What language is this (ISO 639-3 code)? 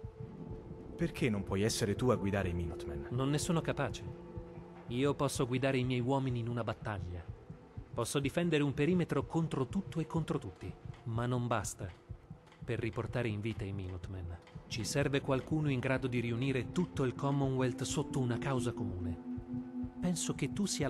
ita